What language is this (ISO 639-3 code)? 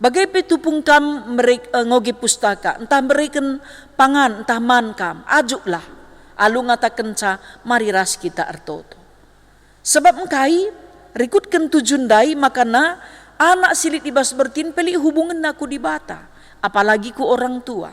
btx